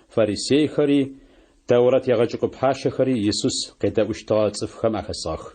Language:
Adyghe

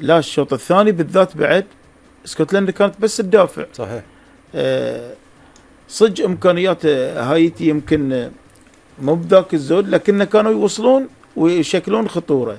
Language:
Gulf Arabic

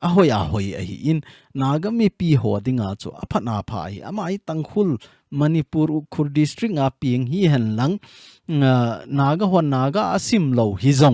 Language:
Thado Chin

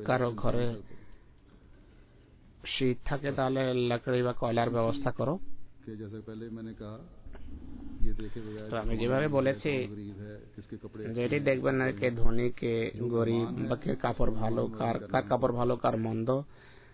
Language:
Bangla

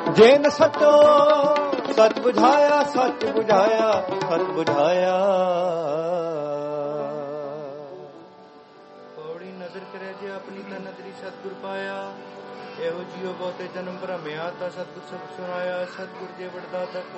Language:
Punjabi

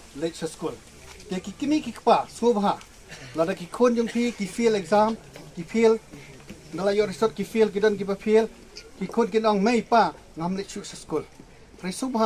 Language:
Khasi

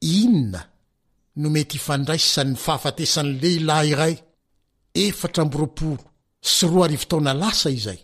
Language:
Malagasy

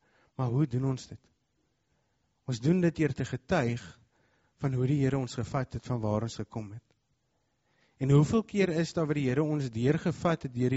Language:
Afrikaans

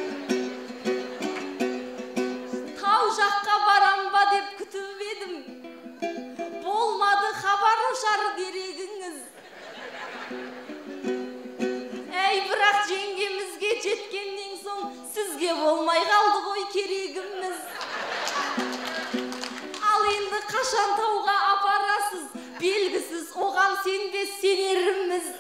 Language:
Kazakh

